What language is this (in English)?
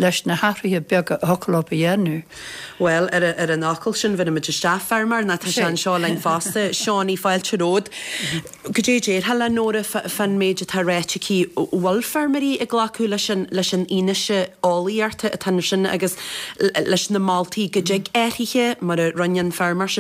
Irish